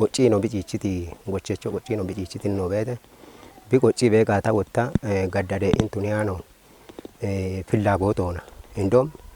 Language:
Kafa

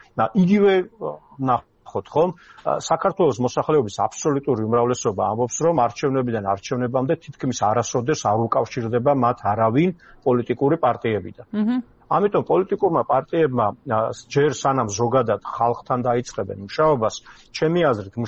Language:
Georgian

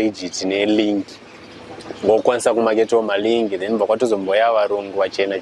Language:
Shona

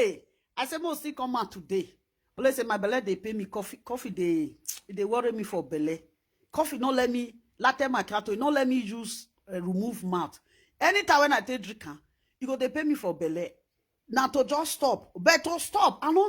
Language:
Nigerian Pidgin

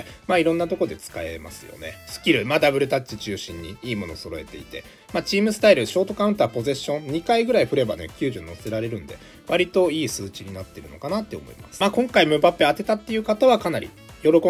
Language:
Japanese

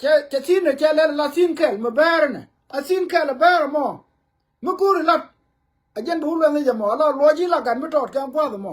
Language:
Nuer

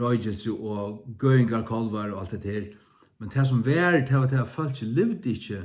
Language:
Faroese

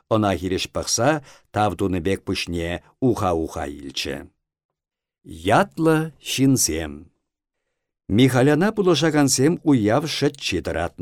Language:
Chuvash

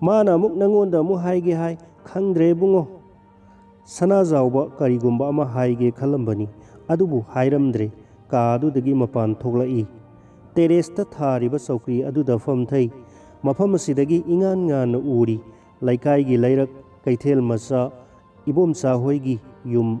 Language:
Manipuri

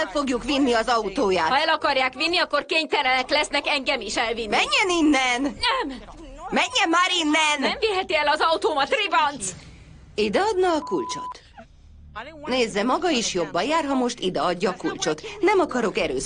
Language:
Hungarian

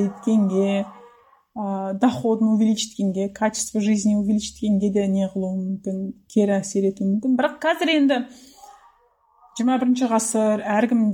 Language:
Kazakh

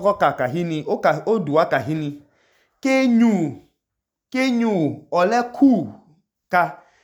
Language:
Idoma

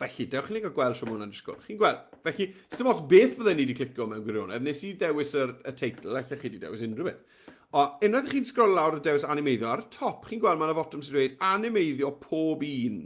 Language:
Welsh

